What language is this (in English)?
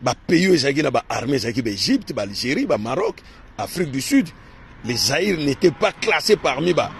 Lingala